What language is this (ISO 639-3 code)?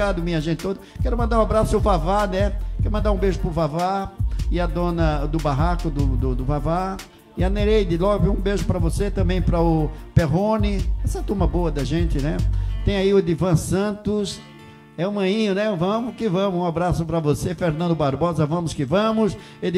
por